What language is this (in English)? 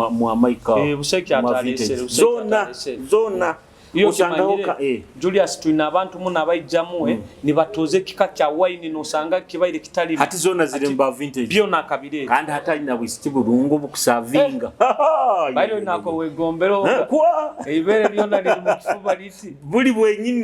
Nyoro